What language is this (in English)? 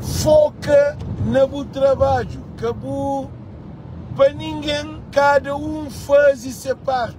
Kabuverdianu